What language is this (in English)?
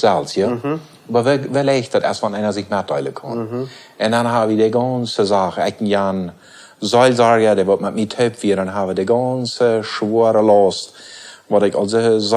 Plautdietsch